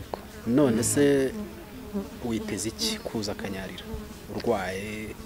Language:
Kinyarwanda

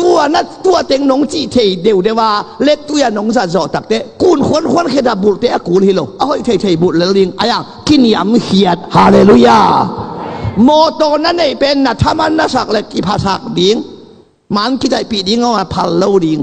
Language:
Tedim Chin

